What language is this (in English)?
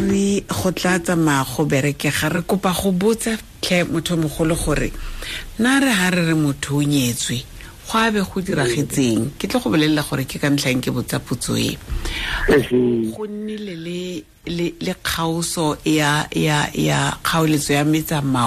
Tswana